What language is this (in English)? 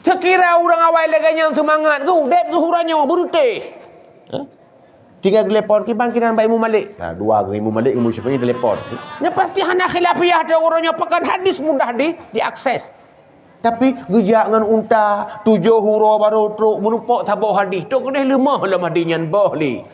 Achinese